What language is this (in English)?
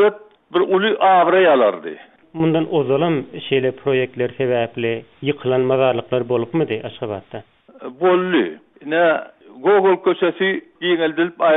Turkmen